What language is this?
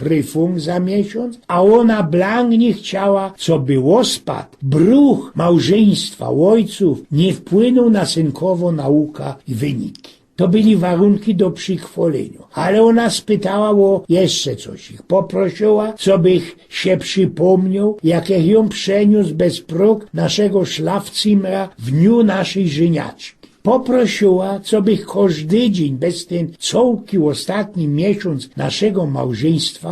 Silesian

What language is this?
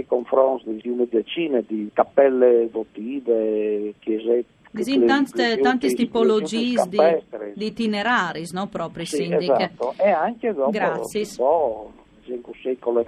Friulian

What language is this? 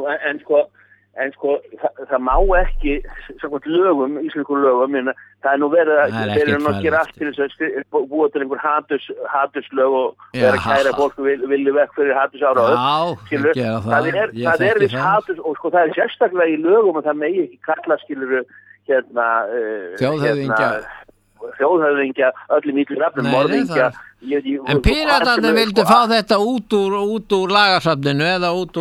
Icelandic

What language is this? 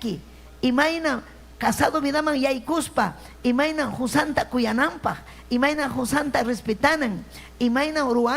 Ayacucho Quechua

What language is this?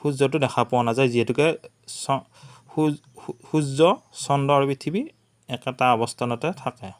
Assamese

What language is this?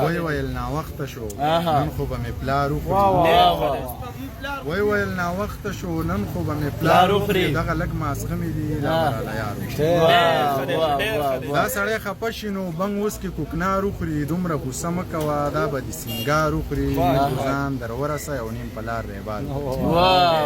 Pashto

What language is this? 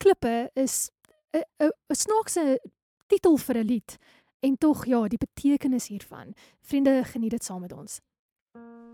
Afrikaans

